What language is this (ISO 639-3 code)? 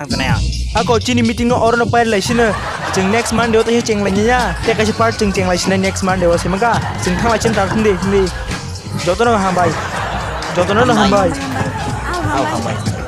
trp